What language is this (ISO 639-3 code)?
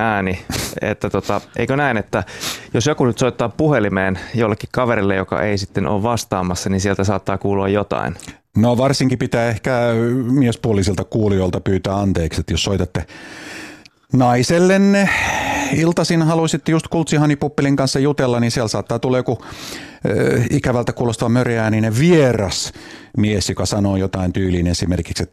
fin